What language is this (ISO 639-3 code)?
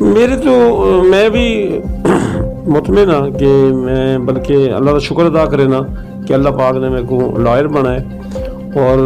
skr